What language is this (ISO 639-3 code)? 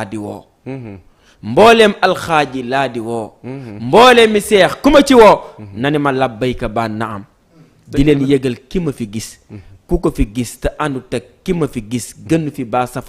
wol